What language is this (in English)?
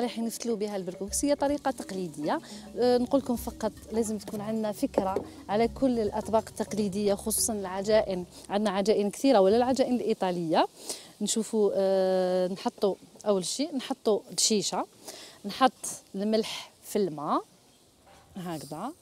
Algerian Arabic